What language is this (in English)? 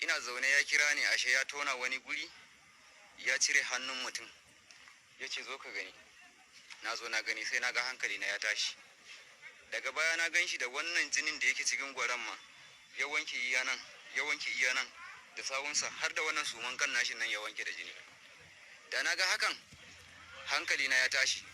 Hausa